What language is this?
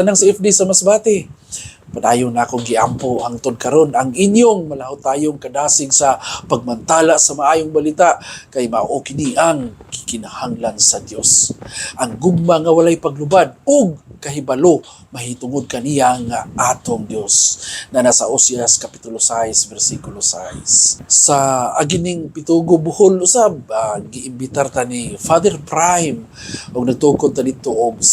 Cebuano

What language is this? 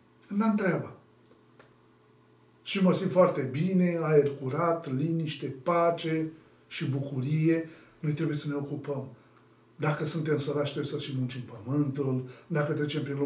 Romanian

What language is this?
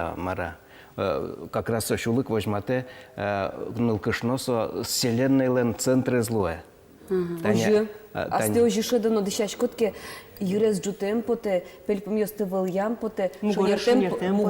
Udmurt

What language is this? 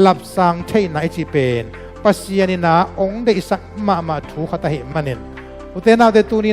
Tedim Chin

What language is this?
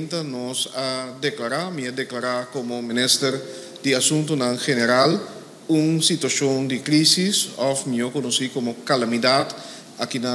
Papiamento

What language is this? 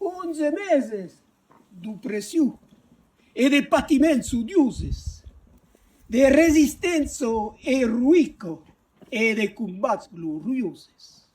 Occitan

